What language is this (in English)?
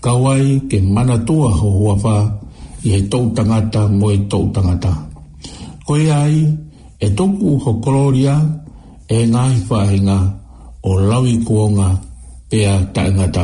Tongan